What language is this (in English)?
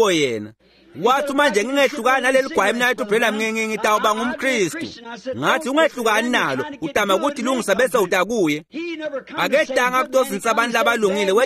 Swati